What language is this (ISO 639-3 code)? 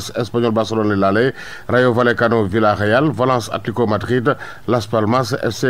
wol